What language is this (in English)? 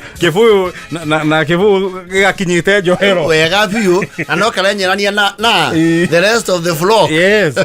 Kikuyu